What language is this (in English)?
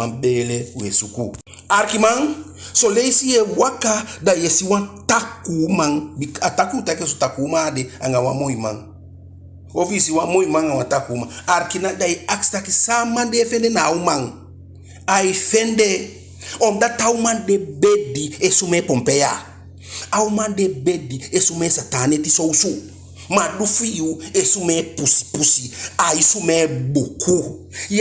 Eastern Maroon Creole